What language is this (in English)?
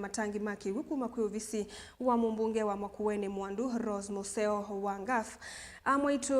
Kamba